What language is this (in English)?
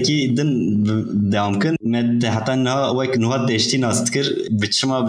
Kurdish